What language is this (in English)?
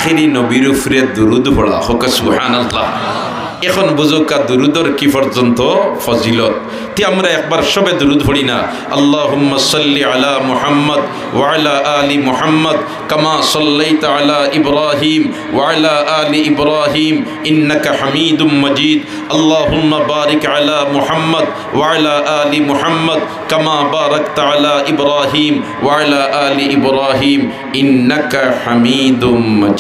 Sylheti